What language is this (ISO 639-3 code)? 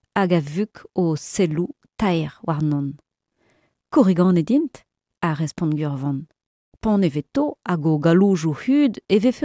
bre